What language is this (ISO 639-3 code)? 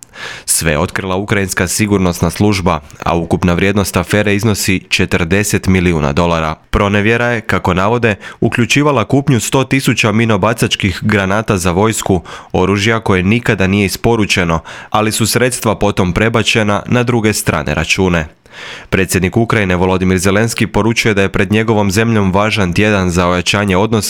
hrv